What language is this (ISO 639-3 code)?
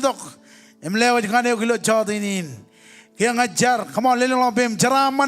mah